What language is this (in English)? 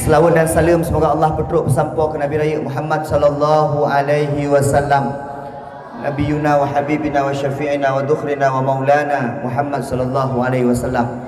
Achinese